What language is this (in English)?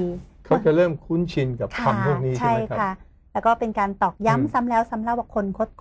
Thai